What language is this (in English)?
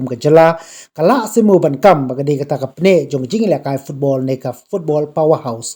Khasi